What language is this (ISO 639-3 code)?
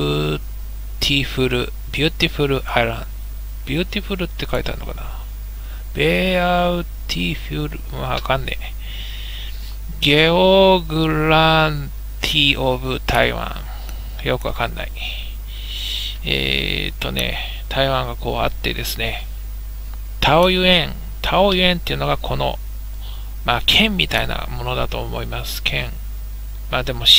jpn